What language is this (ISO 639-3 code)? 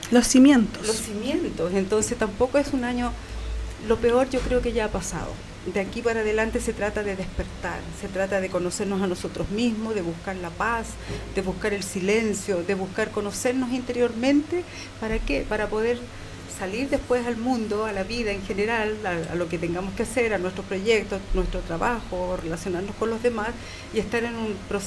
spa